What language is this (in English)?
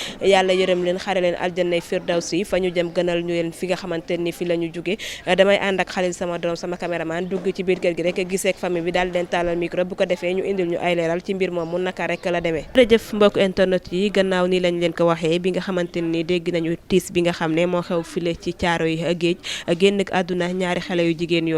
Wolof